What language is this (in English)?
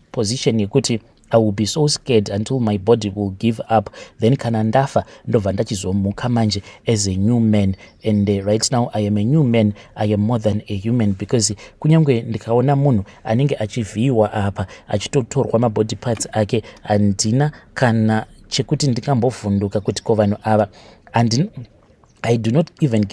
Shona